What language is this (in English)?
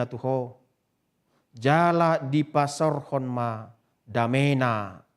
Batak Toba